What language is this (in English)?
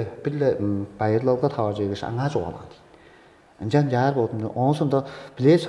Tuvinian